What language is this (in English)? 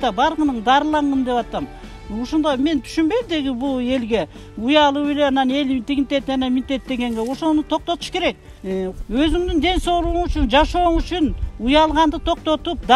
Kyrgyz